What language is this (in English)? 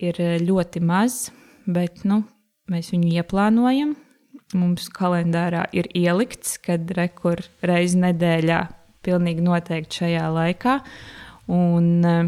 Latvian